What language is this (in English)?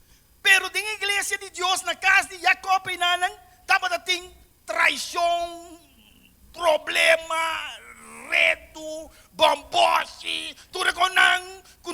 Papiamento